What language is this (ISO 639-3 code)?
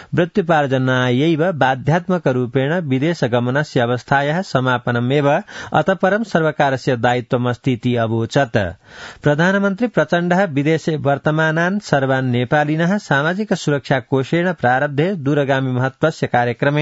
san